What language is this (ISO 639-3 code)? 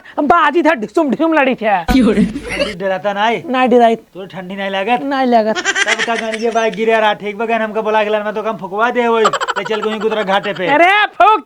awa